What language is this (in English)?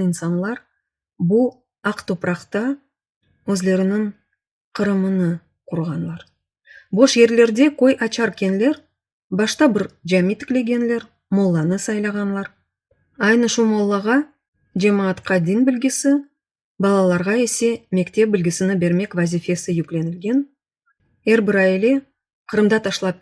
Crimean Tatar